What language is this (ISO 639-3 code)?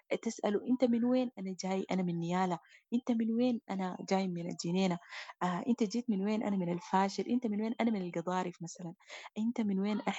apd